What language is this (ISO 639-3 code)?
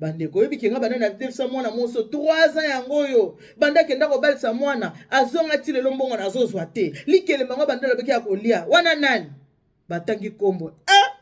lin